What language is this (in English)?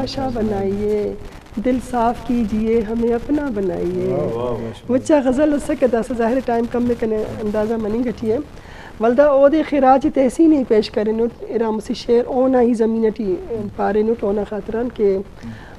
Eastern Balochi